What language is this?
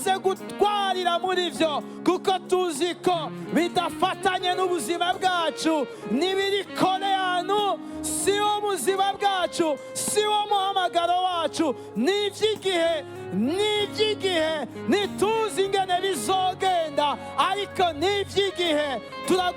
Rundi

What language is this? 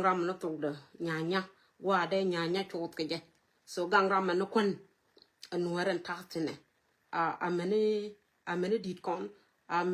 Nuer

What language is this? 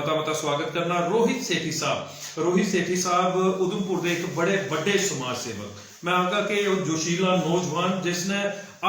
Dogri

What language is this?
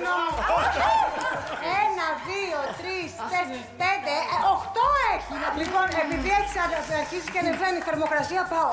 Greek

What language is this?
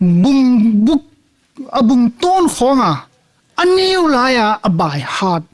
Paite Chin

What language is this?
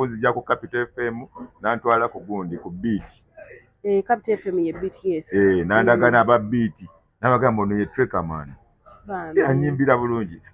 Ganda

